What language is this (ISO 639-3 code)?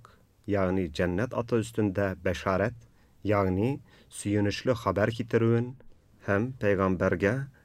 tat